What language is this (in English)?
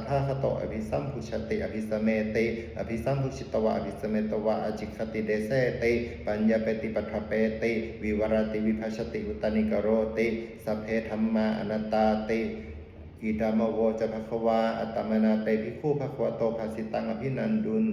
Pali